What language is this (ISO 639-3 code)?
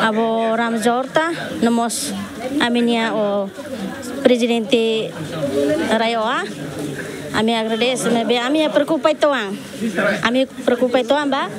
tet